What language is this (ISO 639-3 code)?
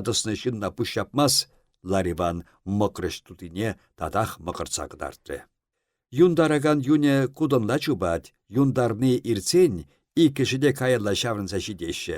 chv